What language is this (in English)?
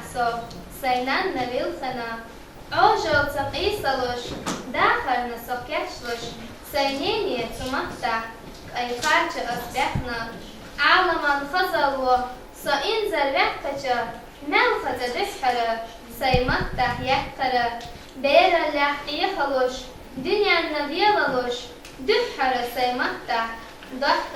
Chechen